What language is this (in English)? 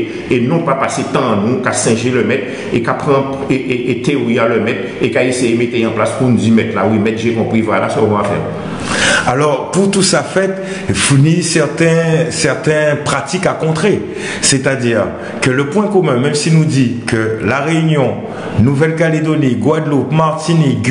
Guadeloupean Creole French